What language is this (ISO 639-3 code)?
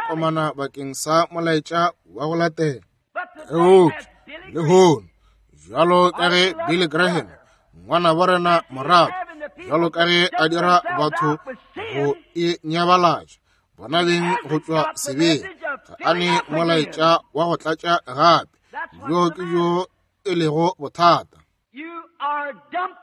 nso